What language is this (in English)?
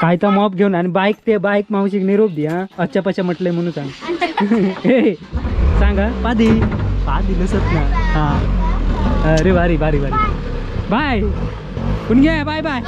Konkani